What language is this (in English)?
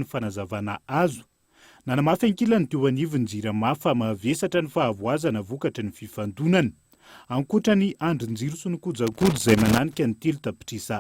Malagasy